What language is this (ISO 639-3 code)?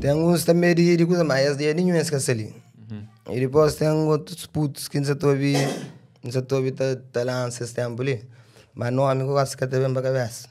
kea